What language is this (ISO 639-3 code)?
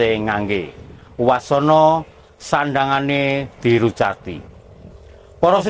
jav